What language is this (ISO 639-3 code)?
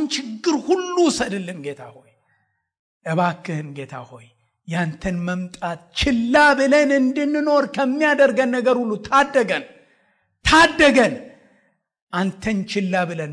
amh